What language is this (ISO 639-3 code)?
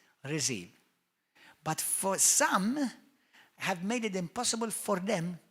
eng